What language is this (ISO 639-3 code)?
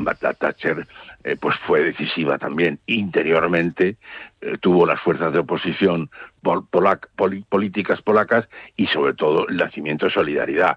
spa